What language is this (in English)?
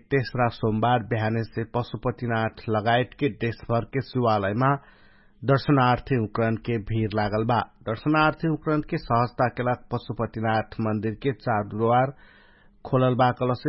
Dangaura Tharu